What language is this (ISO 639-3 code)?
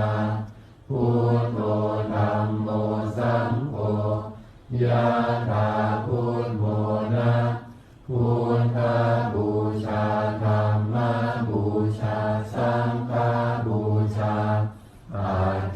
pli